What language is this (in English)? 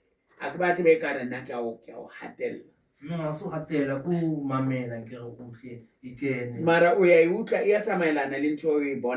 Southern Sotho